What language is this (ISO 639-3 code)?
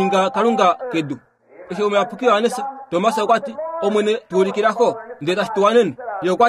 kua